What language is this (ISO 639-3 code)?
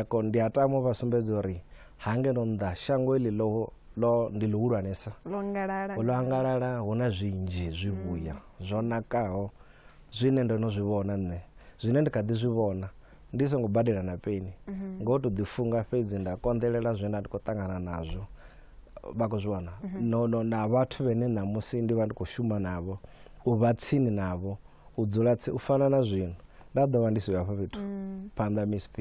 ven